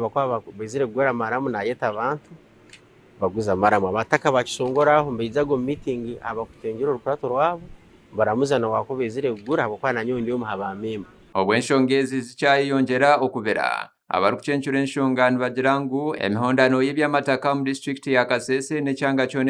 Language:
Nyankole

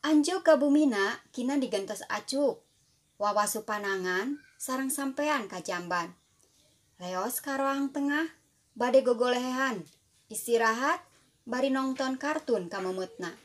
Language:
Sundanese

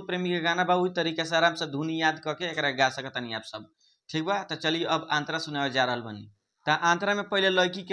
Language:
Bhojpuri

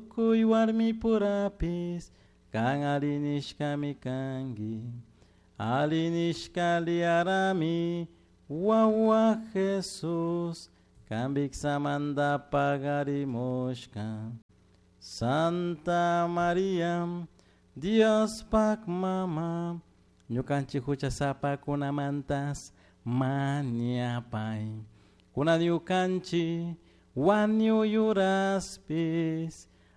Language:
Chimborazo Highland Quichua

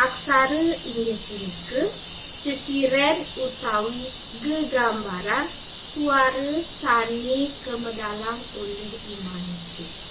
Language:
Balinese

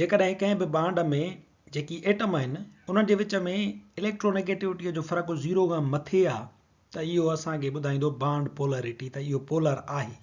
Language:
Sindhi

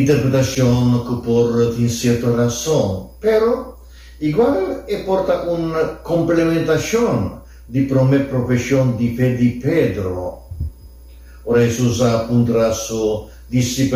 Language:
Papiamento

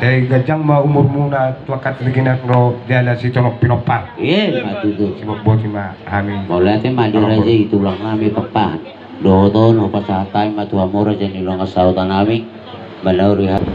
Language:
Batak Toba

